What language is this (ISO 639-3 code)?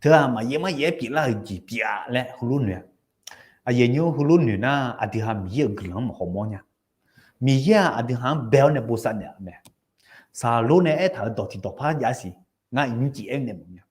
ahk